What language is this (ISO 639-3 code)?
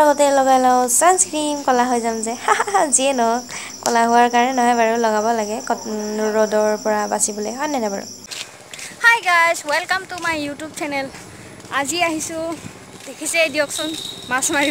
asm